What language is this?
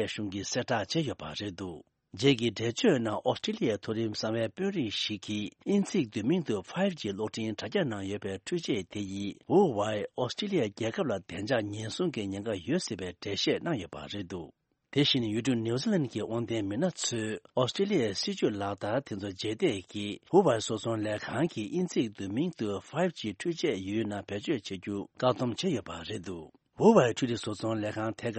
Tibetan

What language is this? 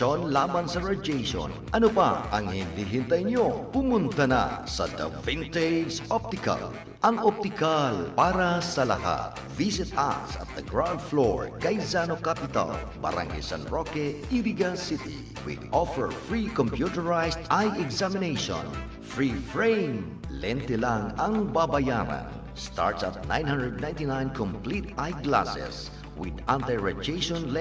Bikol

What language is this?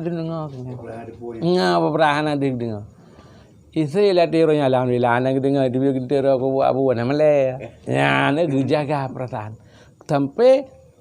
Achinese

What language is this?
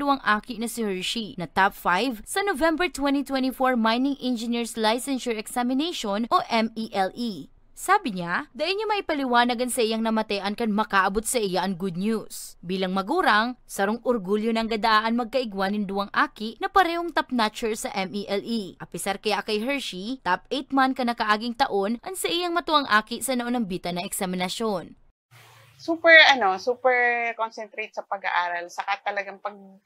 Bikol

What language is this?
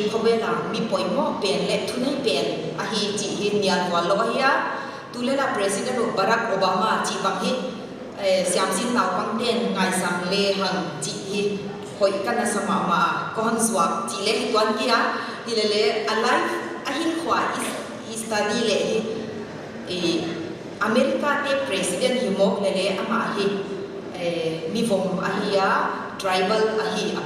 Paite Chin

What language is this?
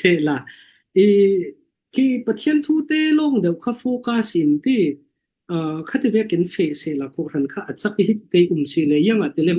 Falam Chin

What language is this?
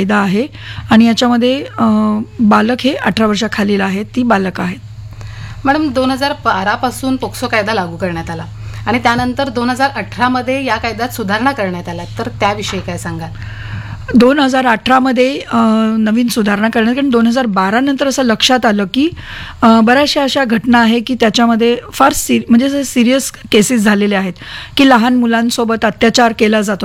Marathi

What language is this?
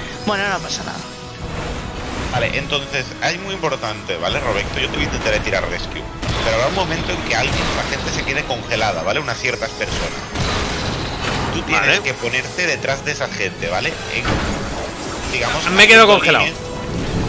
Spanish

